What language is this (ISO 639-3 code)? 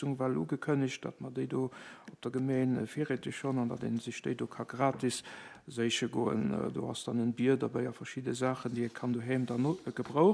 ltz